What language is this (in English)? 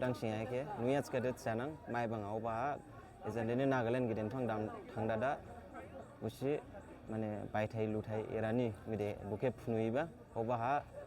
Dimasa